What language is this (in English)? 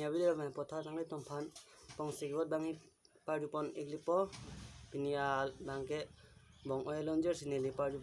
Karbi